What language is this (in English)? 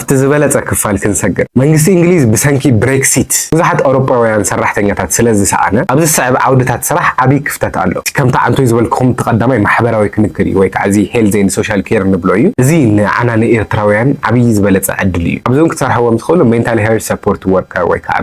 Tigrinya